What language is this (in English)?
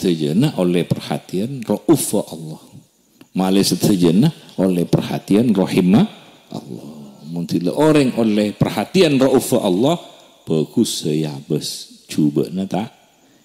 Madurese